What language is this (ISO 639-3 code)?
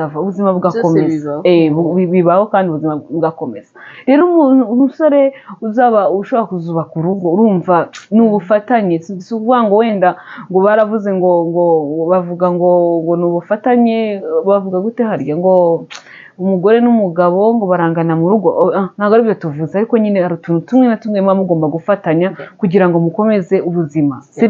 kin